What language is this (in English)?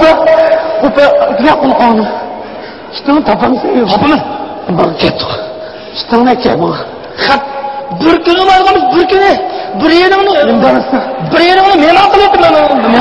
Uyghur